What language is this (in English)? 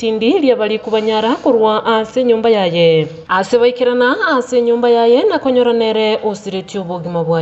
Gusii